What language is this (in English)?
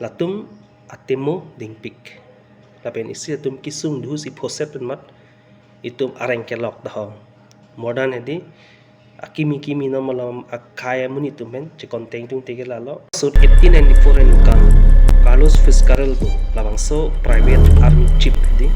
Karbi